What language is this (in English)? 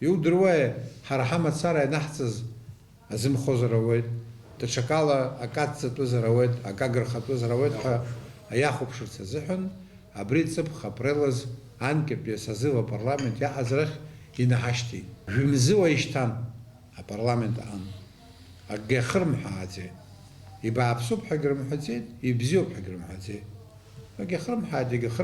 Abkhazian